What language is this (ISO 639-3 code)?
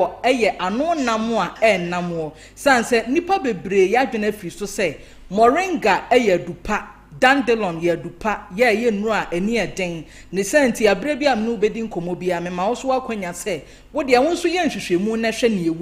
aka